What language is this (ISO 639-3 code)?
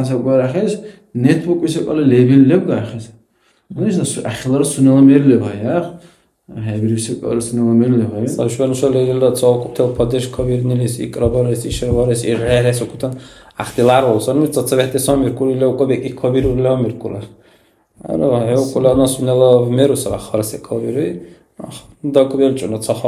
dar